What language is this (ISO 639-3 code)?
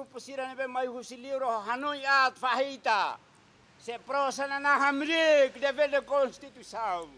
tet